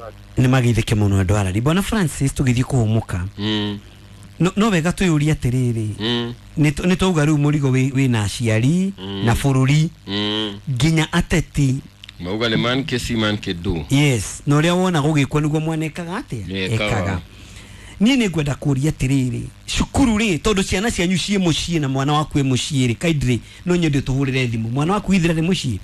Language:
Kikuyu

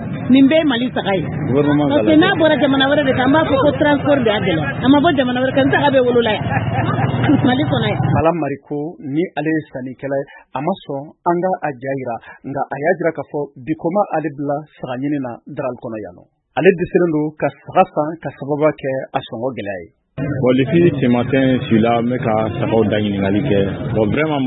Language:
Bambara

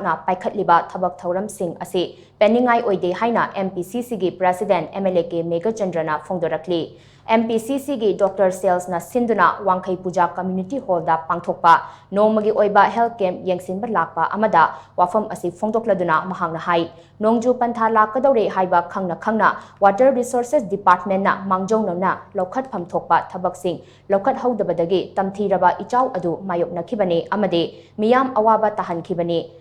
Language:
Manipuri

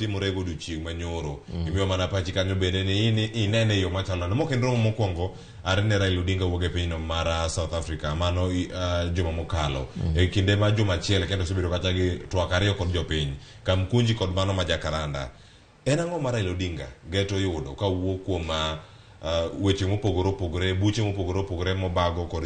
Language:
Luo (Kenya and Tanzania)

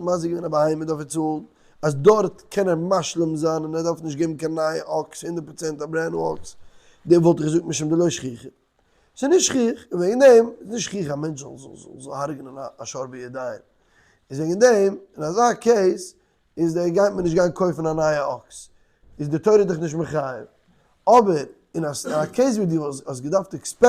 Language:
Yiddish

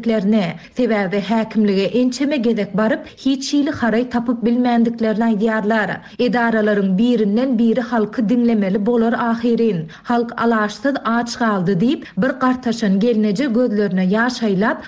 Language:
Turkmen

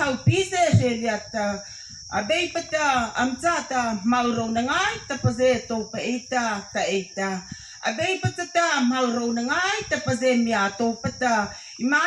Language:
Mara Chin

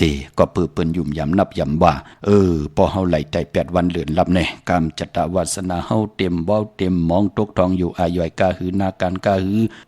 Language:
Shan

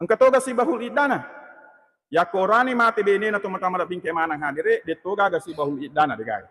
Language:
Buginese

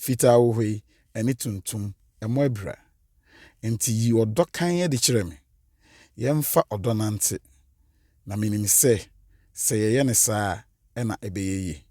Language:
Akan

